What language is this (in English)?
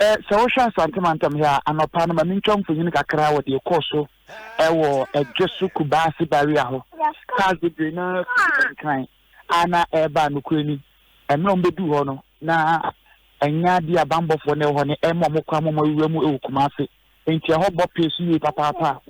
Akan